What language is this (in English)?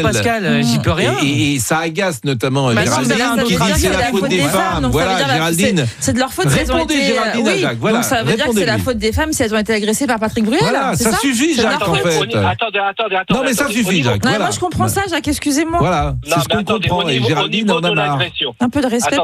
French